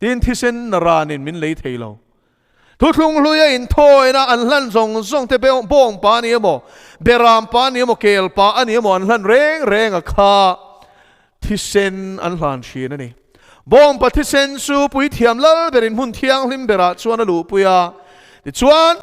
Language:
Mizo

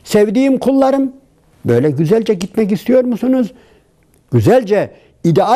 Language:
Turkish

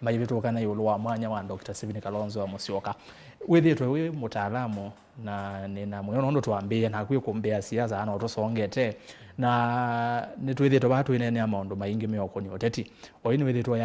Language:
Kamba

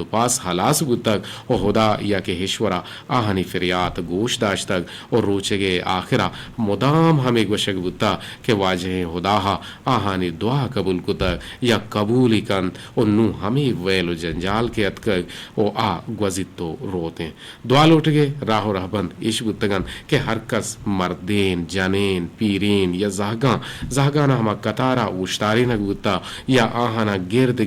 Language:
Eastern Balochi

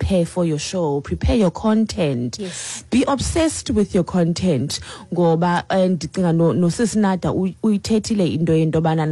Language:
Xhosa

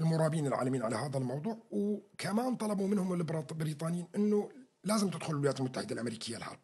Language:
North Levantine Arabic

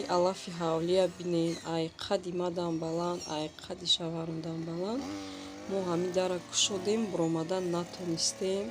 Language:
Tajik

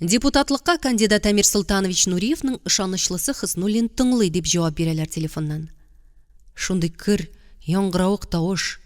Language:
Tatar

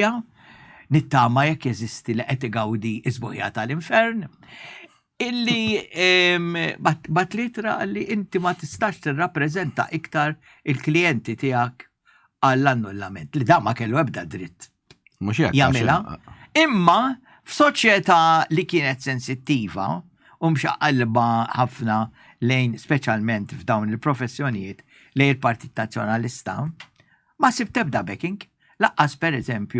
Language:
Maltese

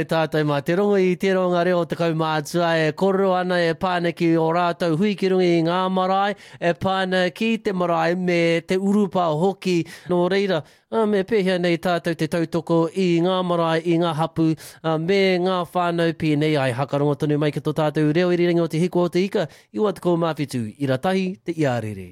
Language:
Māori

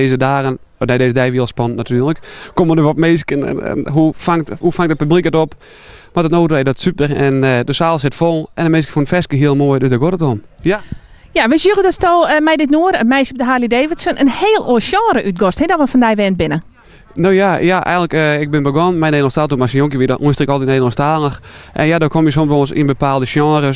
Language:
Western Frisian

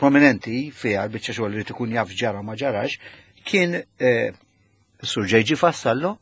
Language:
Maltese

